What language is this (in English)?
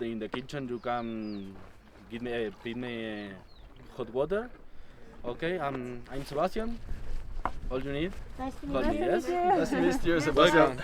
Faroese